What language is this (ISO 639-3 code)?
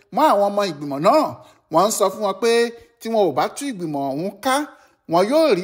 yor